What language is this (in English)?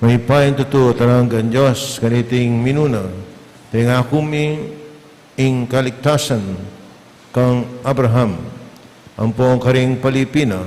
Pampanga